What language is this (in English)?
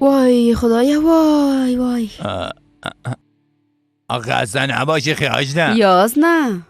Persian